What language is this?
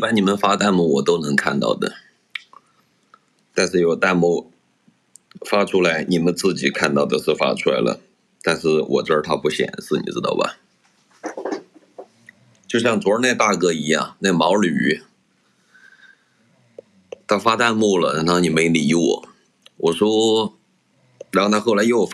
Chinese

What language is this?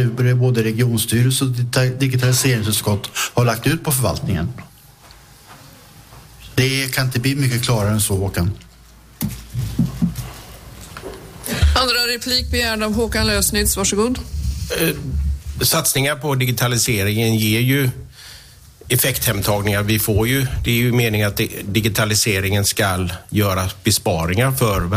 Swedish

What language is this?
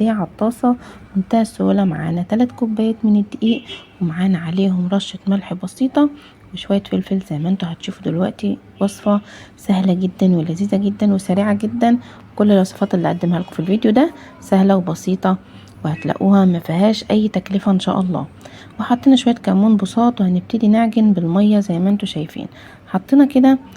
Egyptian Arabic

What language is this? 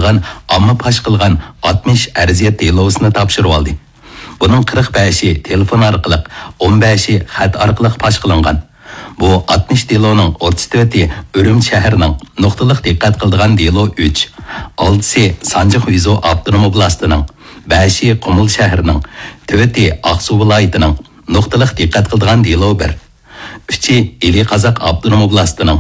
Uyghur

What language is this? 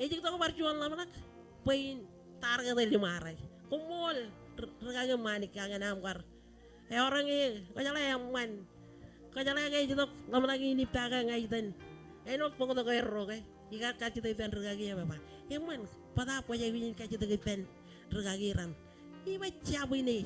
Marshallese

